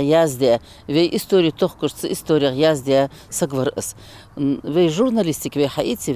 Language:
Ingush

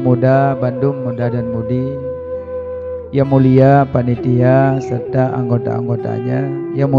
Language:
Achinese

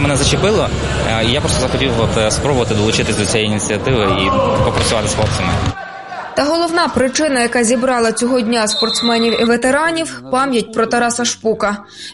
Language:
Ukrainian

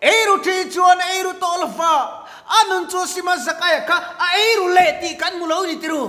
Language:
Mizo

